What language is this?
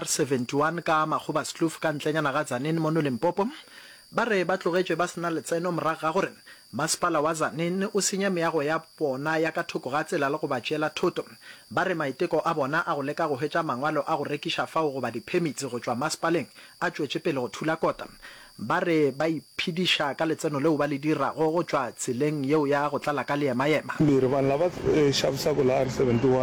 Northern Sotho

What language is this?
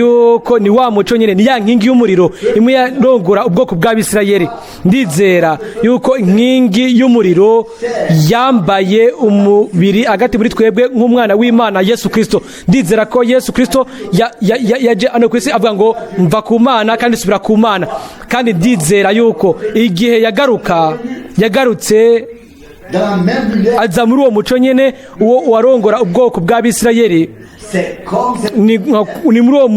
Rundi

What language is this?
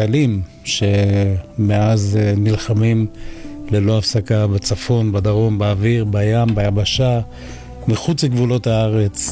Hebrew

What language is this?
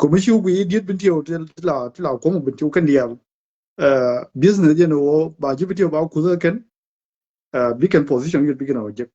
Nuer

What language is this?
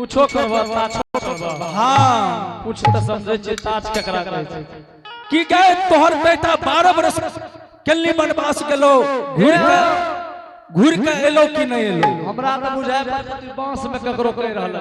Angika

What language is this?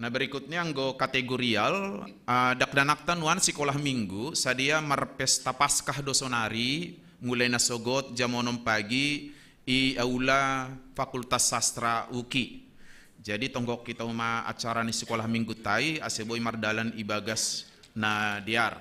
Batak Simalungun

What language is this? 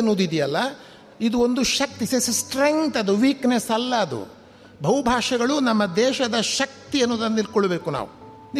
Kannada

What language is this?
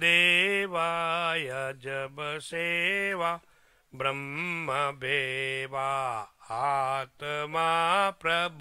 Sanskrit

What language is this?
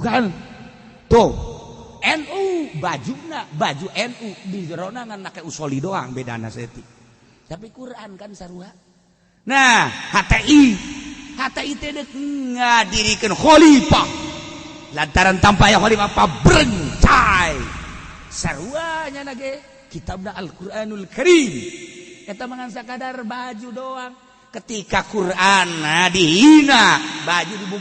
Sundanese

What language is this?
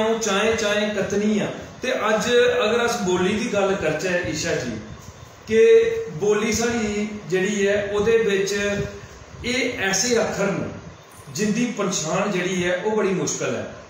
Dogri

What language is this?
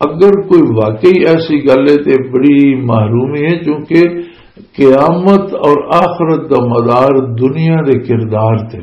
Western Panjabi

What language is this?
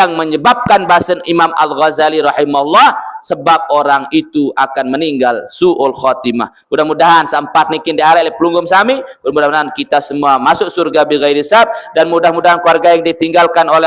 Sasak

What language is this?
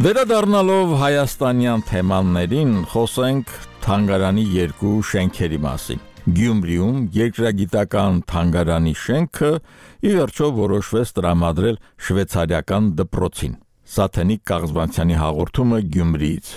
Armenian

